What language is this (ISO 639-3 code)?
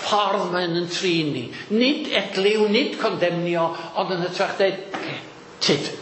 cym